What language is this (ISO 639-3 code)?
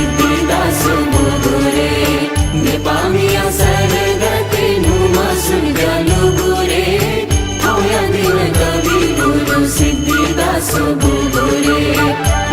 new